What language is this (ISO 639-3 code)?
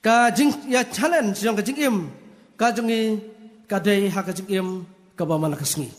kha